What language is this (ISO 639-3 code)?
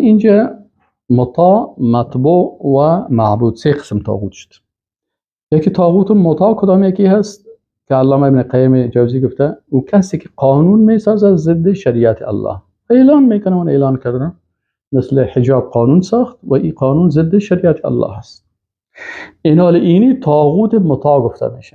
fas